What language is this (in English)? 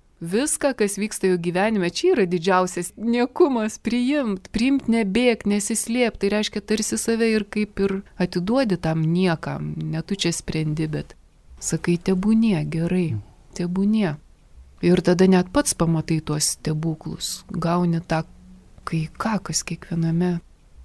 Lithuanian